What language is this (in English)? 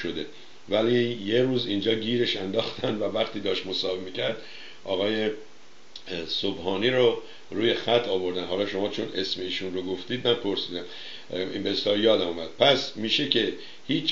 Persian